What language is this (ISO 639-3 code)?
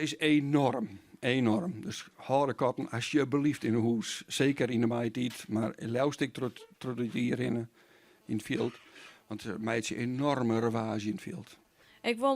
fry